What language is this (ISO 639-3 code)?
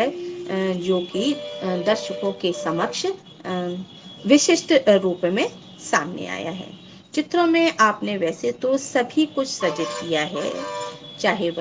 hin